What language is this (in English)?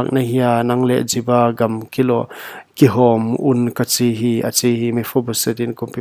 Paite Chin